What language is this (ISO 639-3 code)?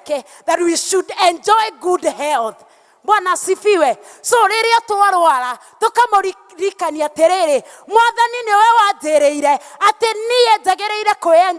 kik